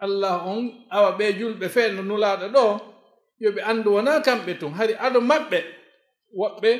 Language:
Fula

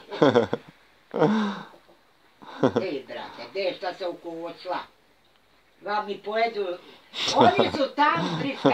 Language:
Bosnian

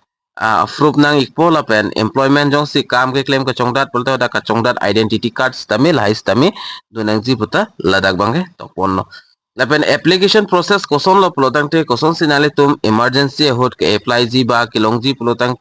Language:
Karbi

